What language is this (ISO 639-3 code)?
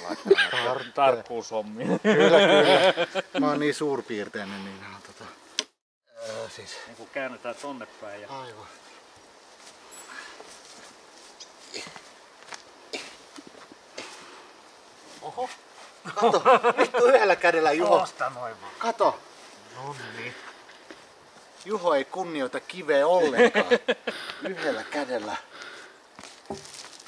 fin